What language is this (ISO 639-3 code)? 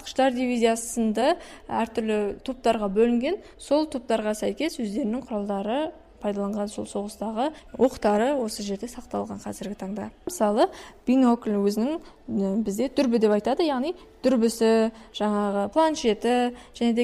kaz